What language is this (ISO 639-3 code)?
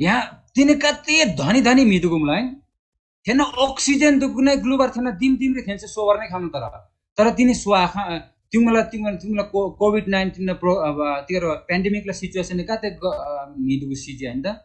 taj